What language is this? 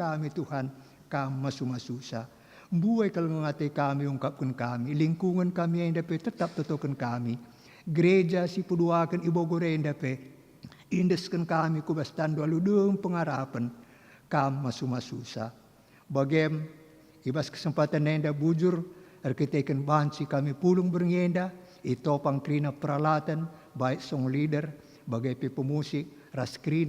Batak Karo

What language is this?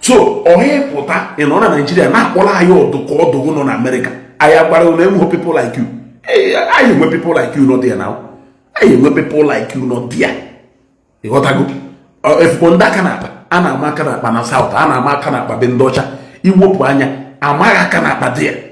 Igbo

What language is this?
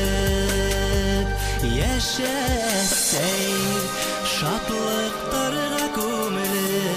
Bashkir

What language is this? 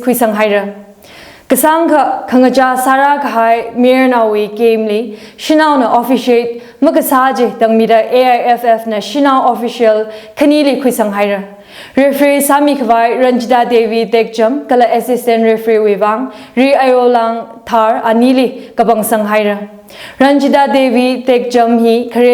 Tangkhul Naga (India)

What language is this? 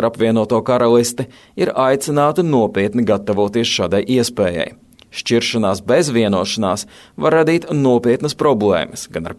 Latvian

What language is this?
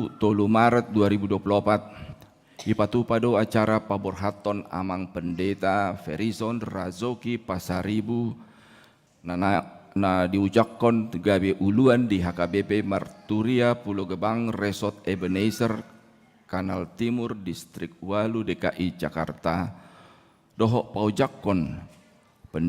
Batak Toba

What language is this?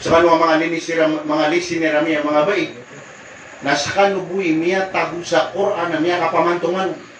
Maranao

